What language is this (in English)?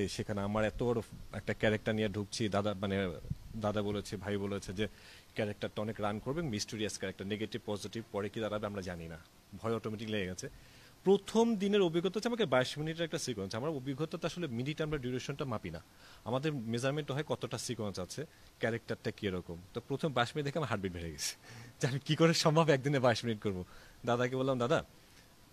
Bangla